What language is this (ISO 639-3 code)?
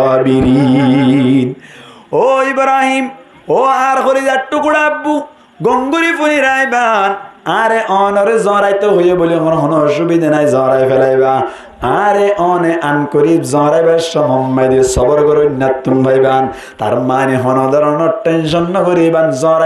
rhg